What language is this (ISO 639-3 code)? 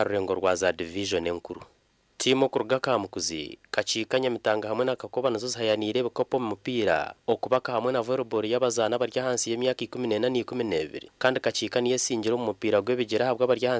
nyn